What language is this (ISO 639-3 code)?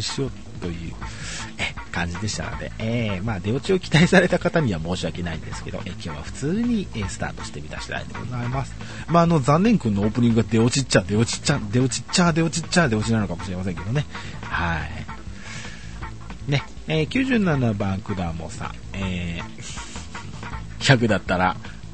jpn